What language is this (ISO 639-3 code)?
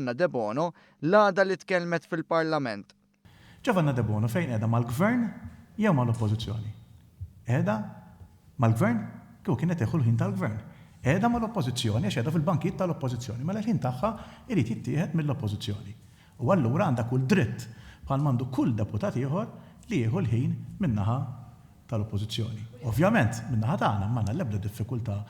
mlt